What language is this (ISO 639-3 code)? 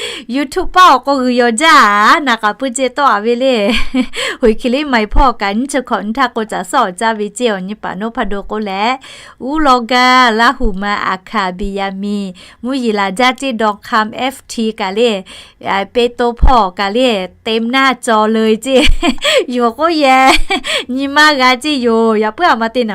lhu